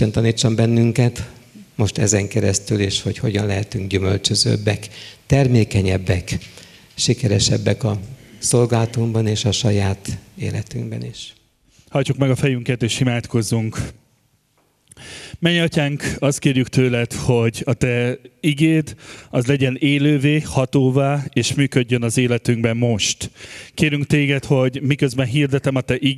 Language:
Hungarian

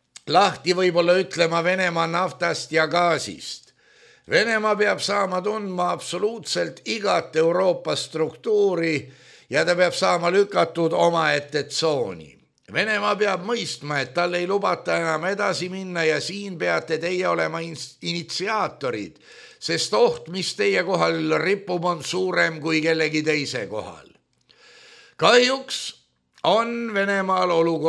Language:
Estonian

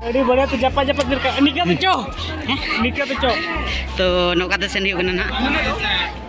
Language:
Santali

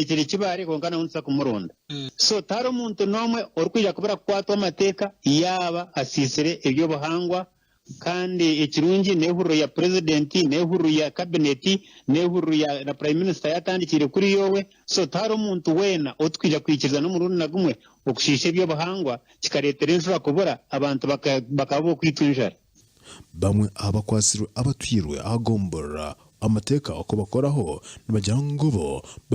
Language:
Nyankole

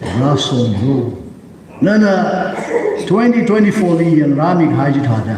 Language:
Tangkhul Naga (India)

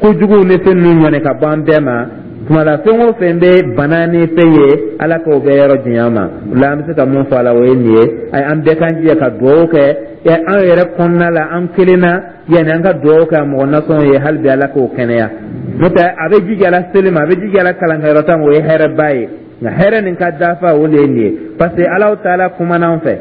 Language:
Dyula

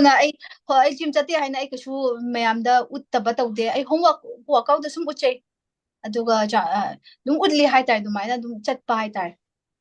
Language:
Manipuri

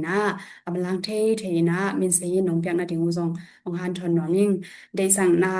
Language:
Tedim Chin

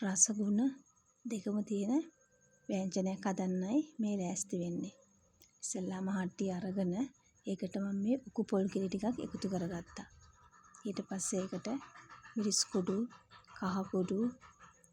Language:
Sinhala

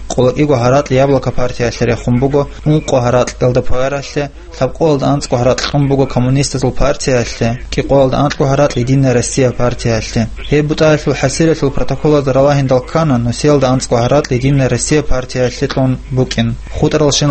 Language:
Avaric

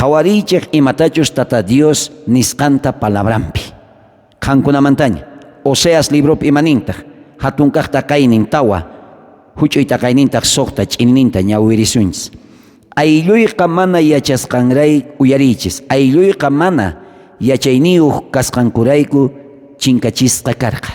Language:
South Bolivian Quechua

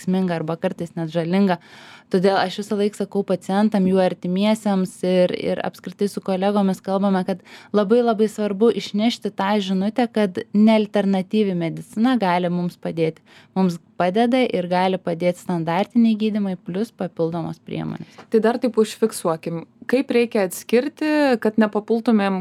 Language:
Lithuanian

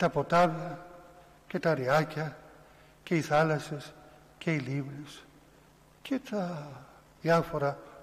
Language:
Greek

